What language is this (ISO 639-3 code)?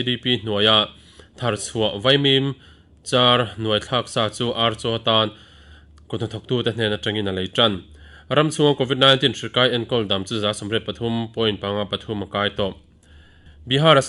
lus